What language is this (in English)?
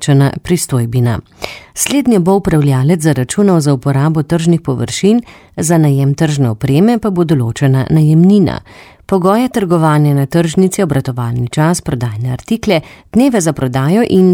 Slovenian